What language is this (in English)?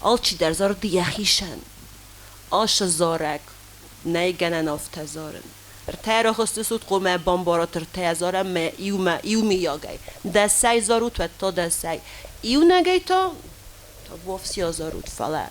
Ossetic